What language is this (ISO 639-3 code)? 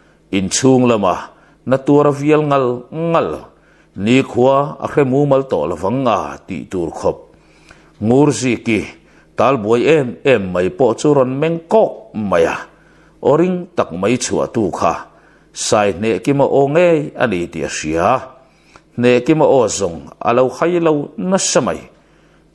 lus